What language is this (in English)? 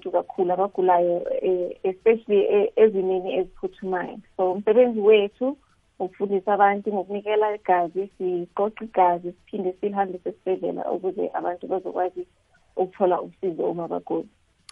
South Ndebele